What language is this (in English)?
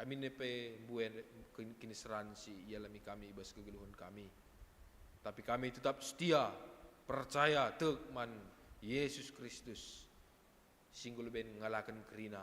Batak Karo